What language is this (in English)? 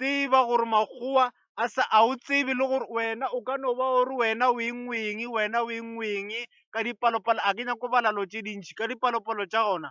Northern Sotho